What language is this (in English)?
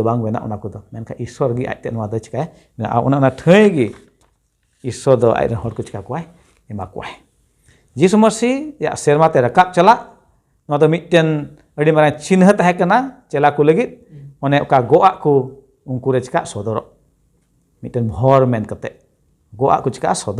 Santali